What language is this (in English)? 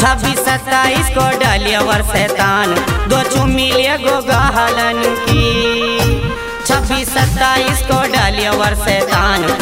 Haryanvi